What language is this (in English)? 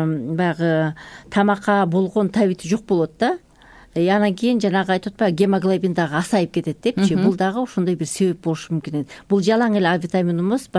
Kyrgyz